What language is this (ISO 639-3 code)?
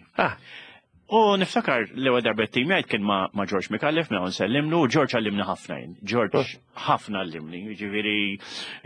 mlt